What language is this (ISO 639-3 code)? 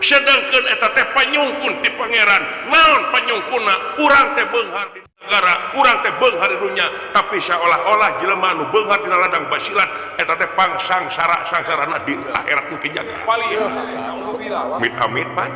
sun